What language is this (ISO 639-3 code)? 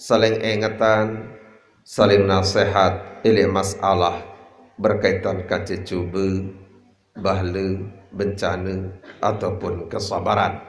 sas